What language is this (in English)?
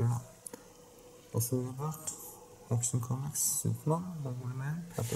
Norwegian